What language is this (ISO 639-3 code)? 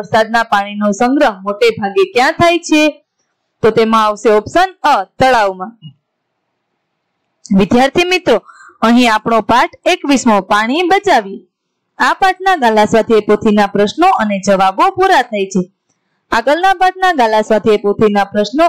guj